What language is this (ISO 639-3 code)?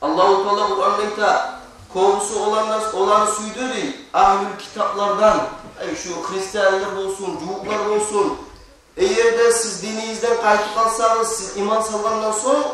kum